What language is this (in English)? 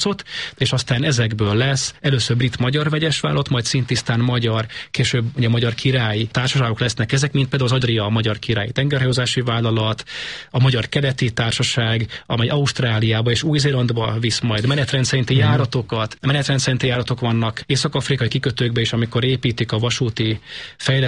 Hungarian